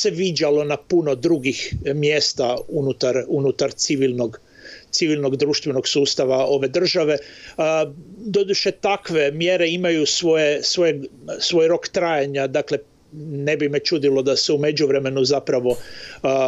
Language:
Croatian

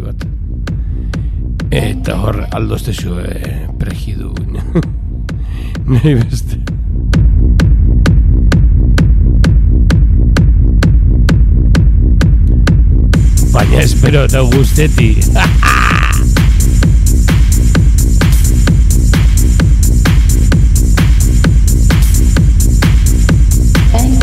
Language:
Basque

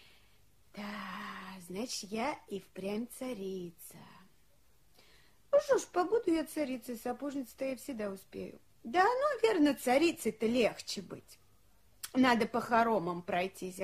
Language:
Russian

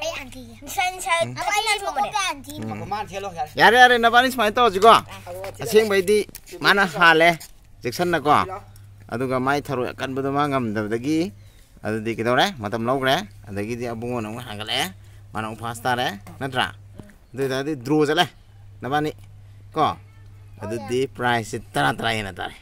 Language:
Manipuri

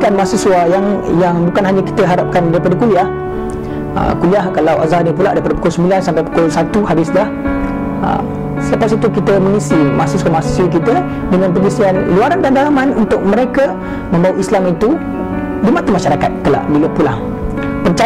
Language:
Malay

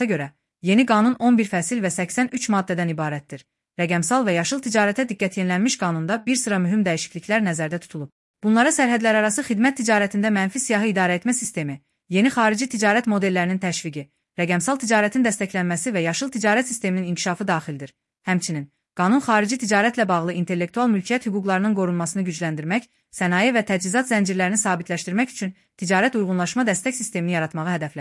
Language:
Azerbaijani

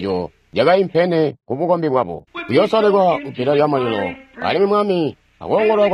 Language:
Tonga (Zambia)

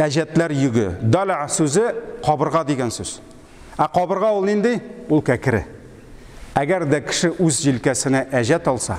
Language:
Tatar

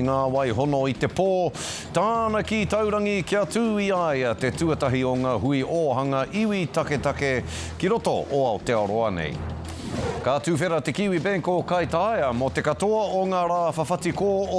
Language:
Māori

